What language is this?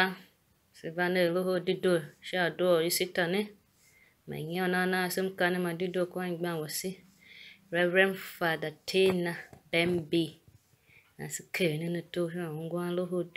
Tiv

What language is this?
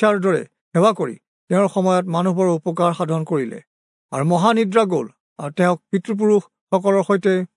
Assamese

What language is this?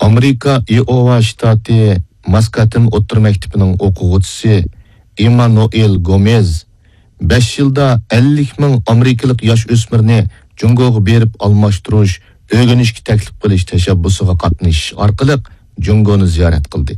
Uyghur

